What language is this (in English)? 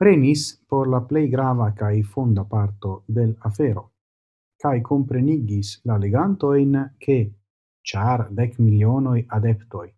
Esperanto